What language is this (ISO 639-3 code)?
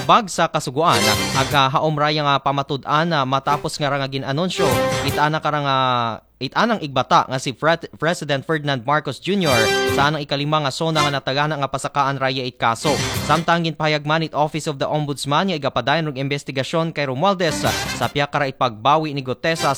akl